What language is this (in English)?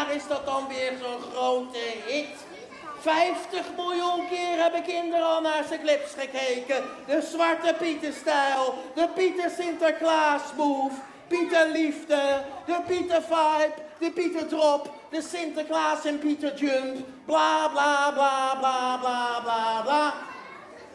Dutch